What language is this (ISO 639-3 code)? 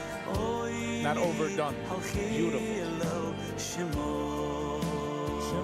yid